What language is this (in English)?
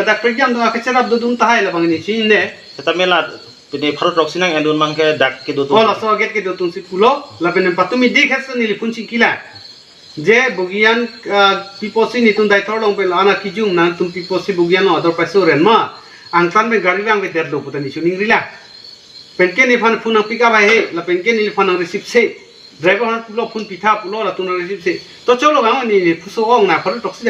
Karbi